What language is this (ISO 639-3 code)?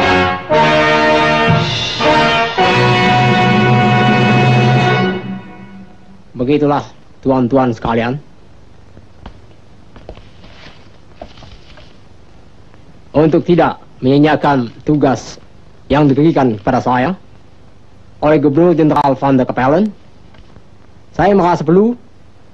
ind